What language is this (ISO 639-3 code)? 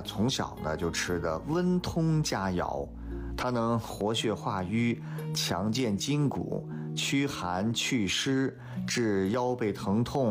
zho